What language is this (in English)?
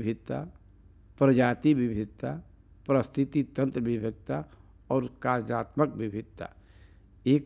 Bhojpuri